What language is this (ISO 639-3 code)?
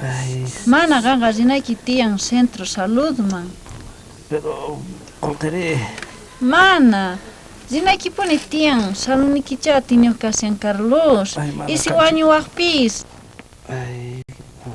quh